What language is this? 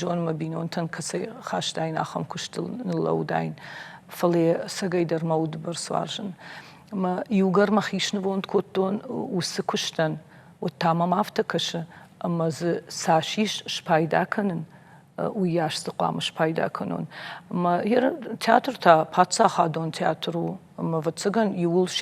Ossetic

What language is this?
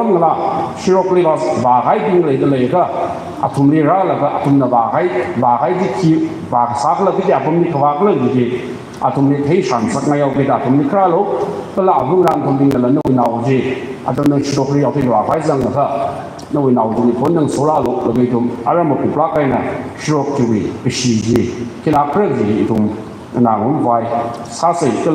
Tangkhul Naga (India)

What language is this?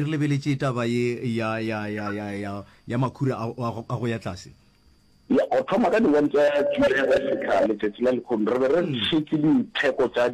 Northern Sotho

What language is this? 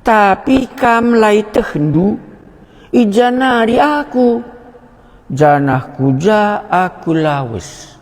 Batak Karo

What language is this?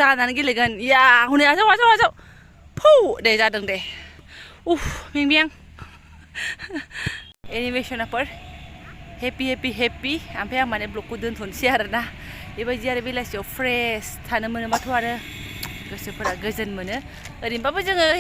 Bodo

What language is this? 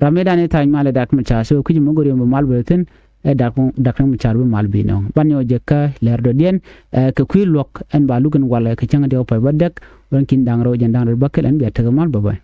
Nuer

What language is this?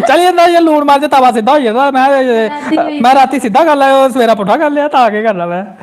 Dogri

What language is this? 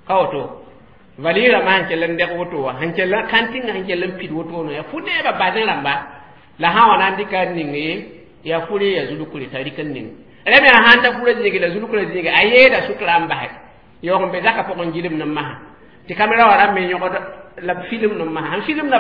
Mossi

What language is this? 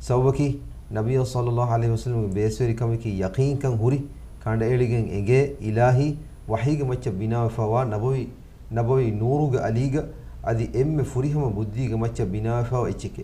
Divehi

